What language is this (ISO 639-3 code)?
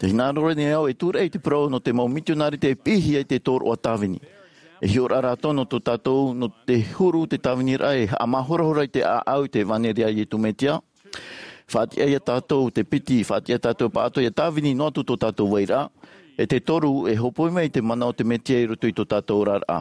tah